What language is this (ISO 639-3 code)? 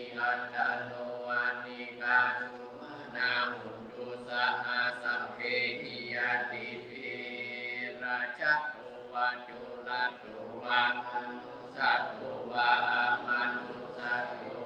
pli